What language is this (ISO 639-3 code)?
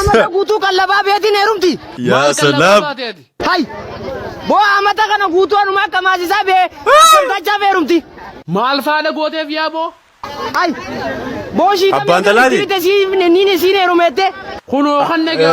orm